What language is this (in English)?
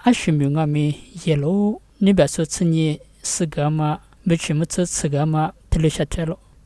Lisu